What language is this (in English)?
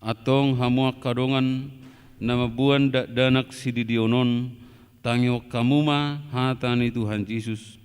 Batak Toba